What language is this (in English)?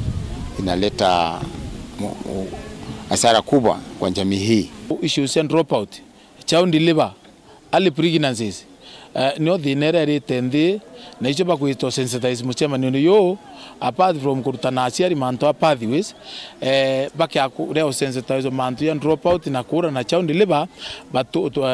Meru